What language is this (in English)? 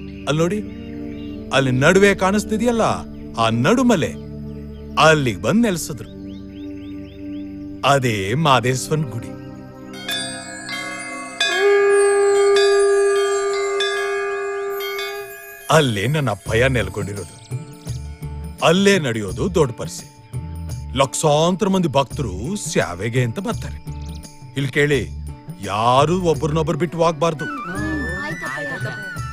Kannada